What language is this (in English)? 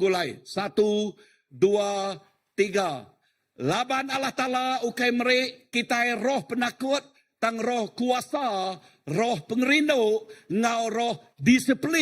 Iban